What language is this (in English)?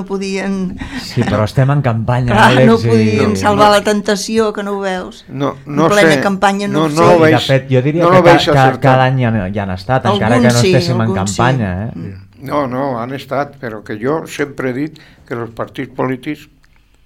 Catalan